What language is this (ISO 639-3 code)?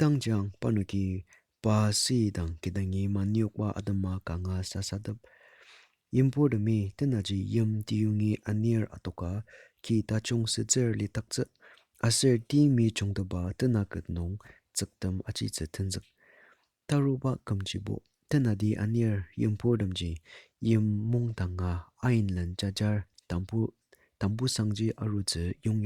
njo